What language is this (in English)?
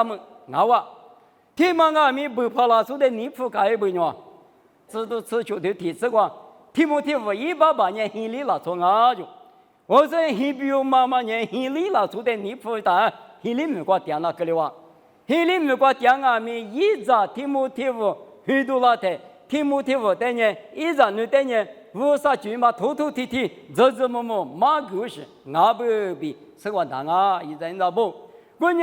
Lisu